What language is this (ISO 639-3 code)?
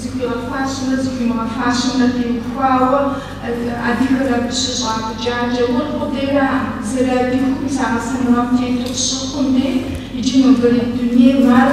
kbd